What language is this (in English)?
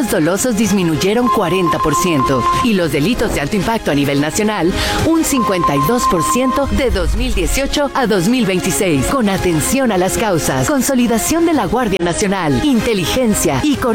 Spanish